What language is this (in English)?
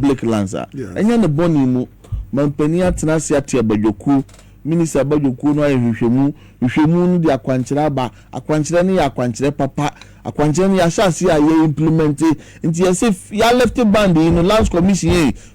Akan